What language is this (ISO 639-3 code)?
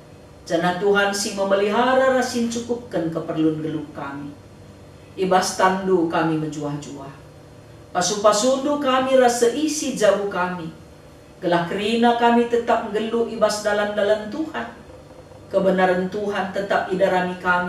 btx